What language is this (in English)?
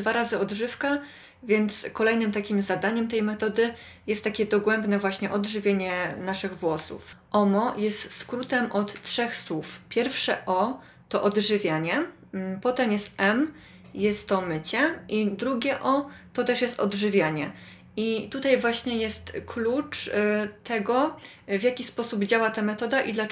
Polish